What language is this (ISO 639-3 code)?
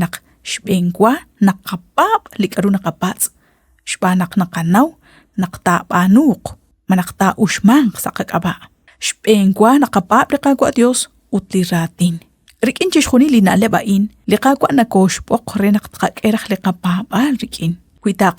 kek